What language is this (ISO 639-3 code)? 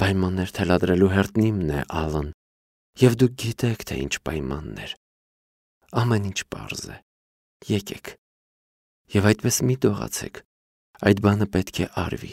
hye